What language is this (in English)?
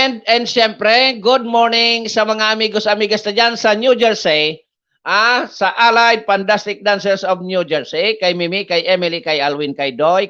Bikol